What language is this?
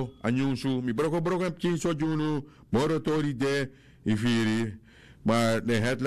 Sranan Tongo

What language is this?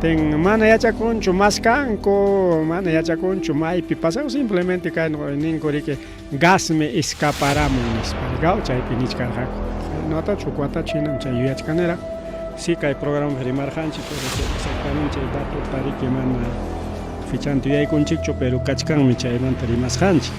Ayacucho Quechua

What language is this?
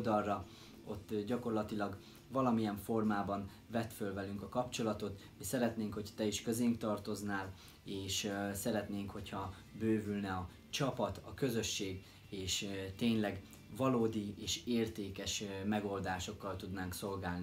Hungarian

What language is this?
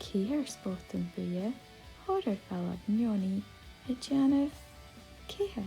Scottish Gaelic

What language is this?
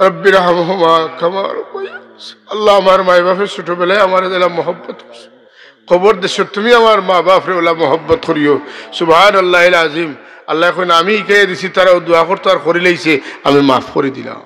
Sylheti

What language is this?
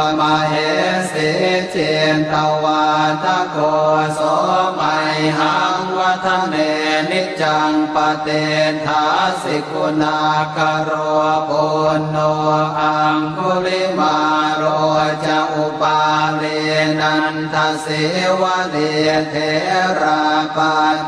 Pali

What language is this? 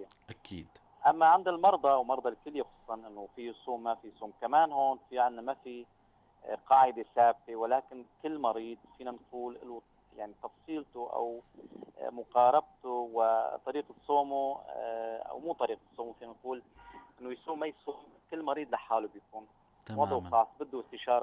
North Levantine Arabic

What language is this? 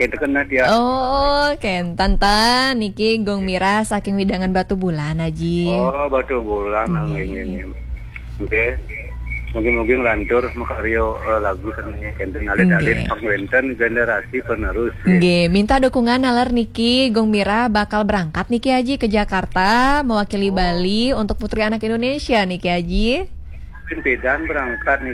Balinese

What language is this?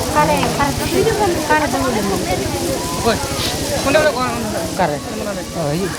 Santali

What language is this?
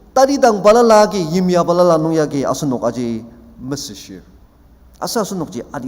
Ao Naga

